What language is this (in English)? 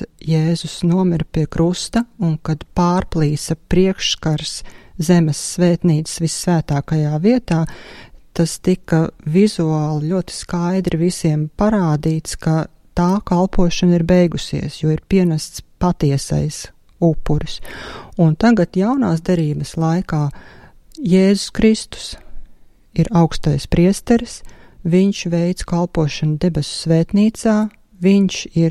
Latvian